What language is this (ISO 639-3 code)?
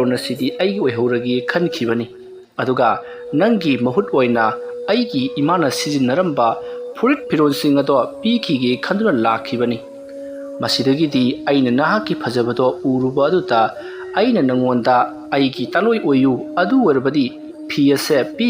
mni